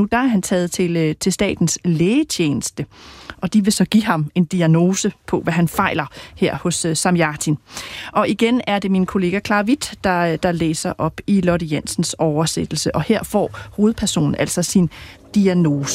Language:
Danish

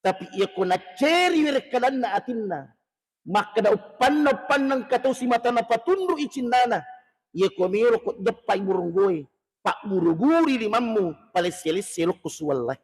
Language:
Buginese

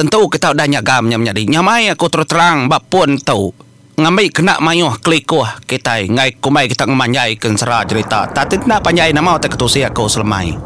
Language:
Iban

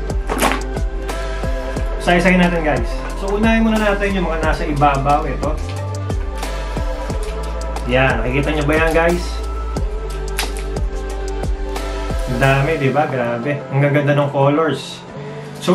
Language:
Filipino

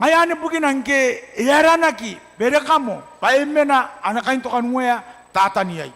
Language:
Gilbertese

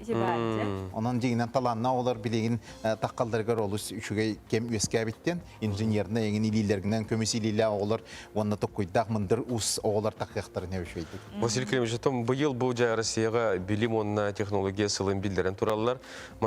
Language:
Yakut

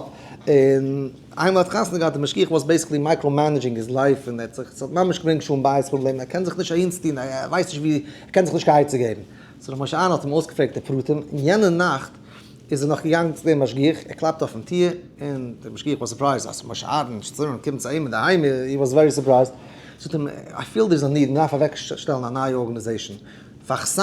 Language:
Yiddish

